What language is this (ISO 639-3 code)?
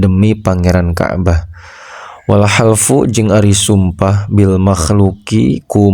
sun